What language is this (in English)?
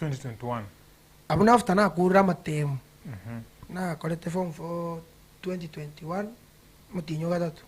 Gusii